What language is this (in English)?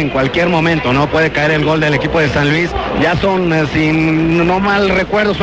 Spanish